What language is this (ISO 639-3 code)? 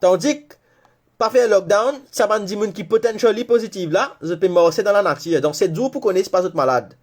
mfe